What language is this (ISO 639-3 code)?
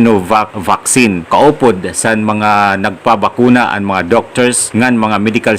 war